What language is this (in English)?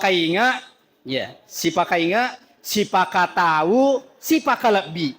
Buginese